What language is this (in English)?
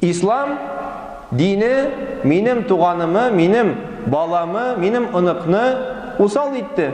Tatar